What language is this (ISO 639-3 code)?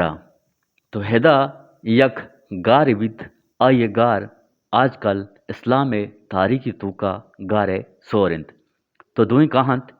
bgp